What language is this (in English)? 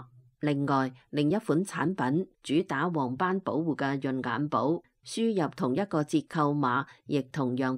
Cantonese